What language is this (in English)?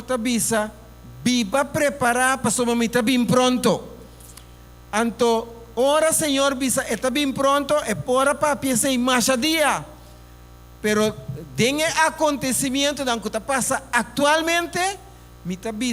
Papiamento